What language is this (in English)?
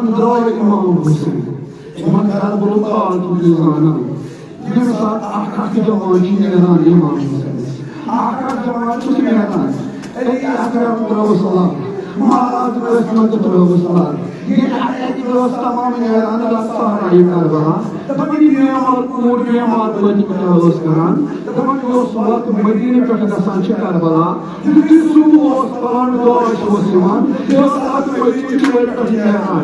Kashmiri